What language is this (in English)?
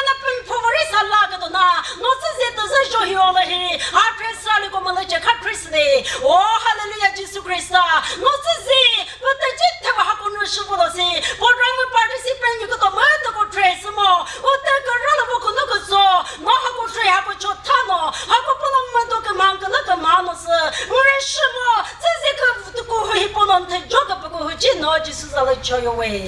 Chokri Naga